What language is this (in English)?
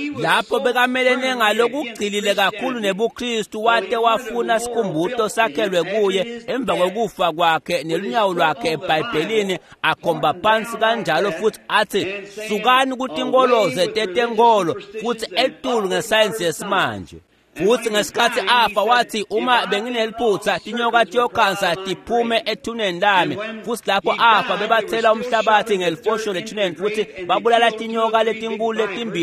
Swati